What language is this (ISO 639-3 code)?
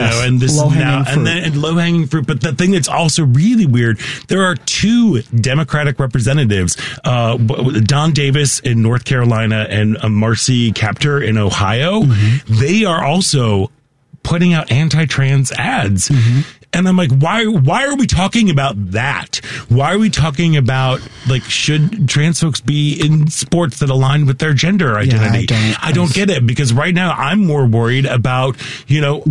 eng